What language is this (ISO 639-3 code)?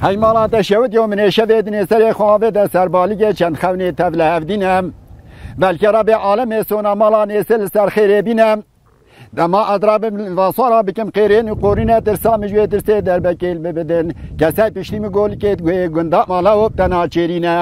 kur